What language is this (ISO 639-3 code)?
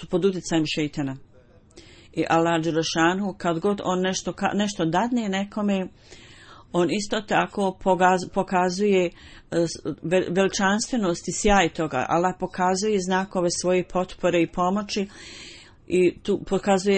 bos